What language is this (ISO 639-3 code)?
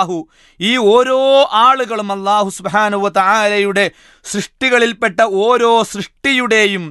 mal